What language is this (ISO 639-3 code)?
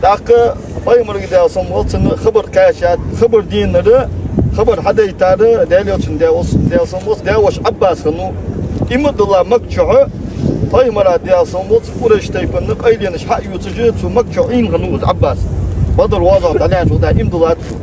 inh